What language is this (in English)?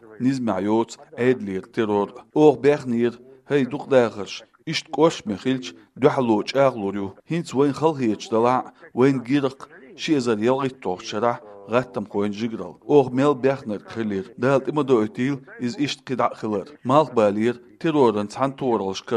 Chechen